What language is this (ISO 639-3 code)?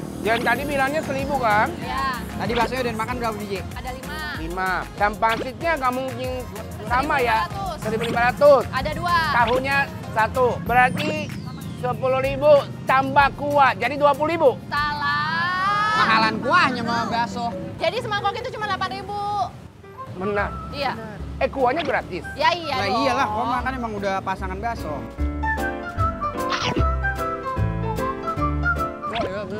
ind